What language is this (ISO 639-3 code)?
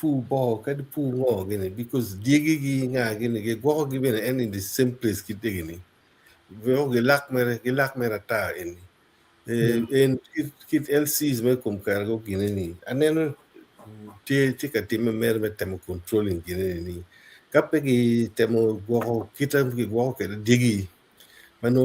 ach